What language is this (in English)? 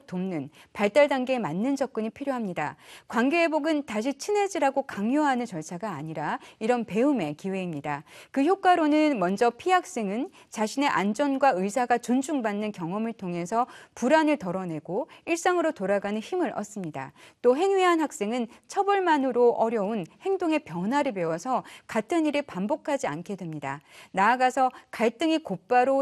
Korean